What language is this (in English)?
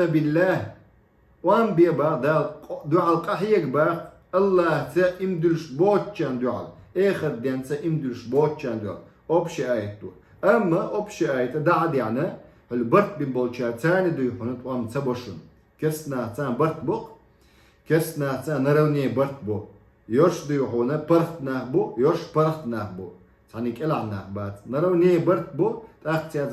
Chechen